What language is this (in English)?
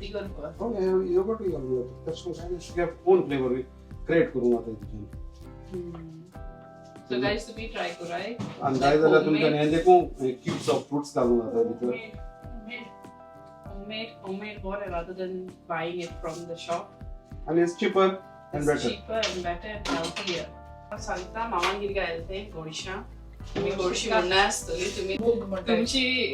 Konkani